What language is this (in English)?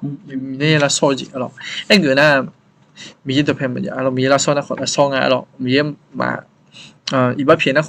Akha